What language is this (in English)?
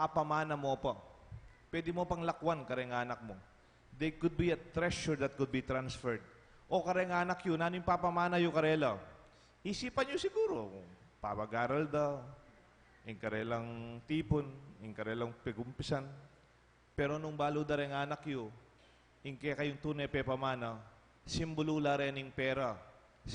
Pampanga